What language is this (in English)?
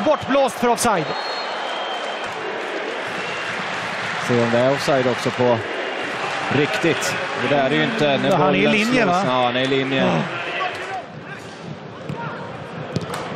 Swedish